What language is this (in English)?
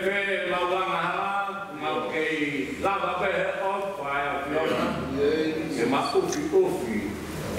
Tongan